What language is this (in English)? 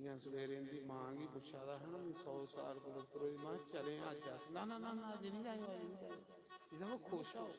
Dogri